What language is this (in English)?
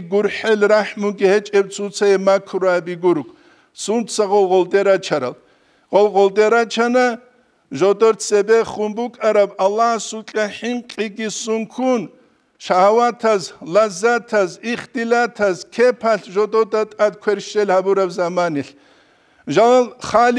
Avaric